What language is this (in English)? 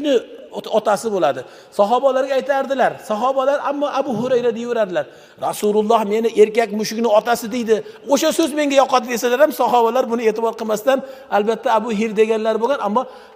Uzbek